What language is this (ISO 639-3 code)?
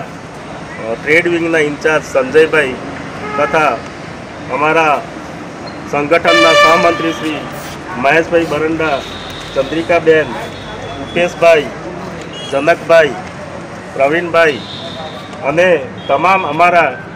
guj